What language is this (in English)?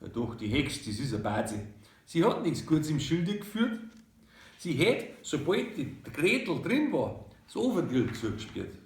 Bavarian